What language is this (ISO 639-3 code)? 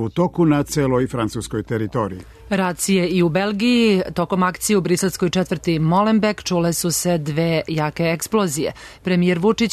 srp